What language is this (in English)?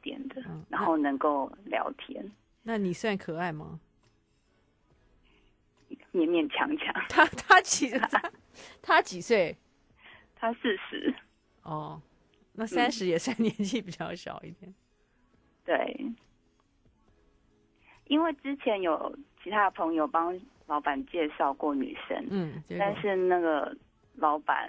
Chinese